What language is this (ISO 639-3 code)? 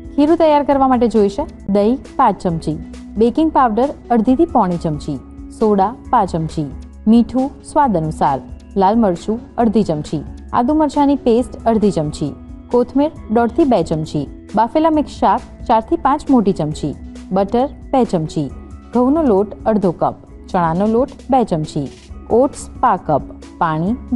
guj